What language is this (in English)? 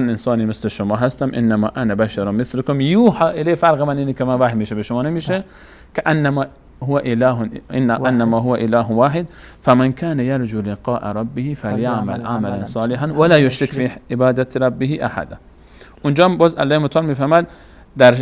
Persian